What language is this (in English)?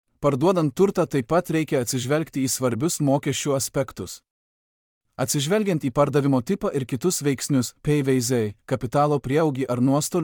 Lithuanian